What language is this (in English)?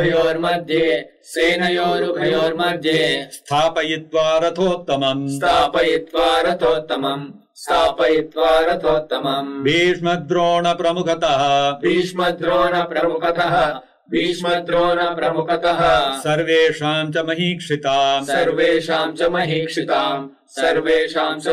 Sanskrit